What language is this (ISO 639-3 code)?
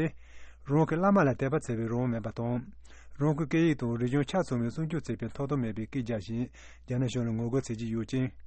bod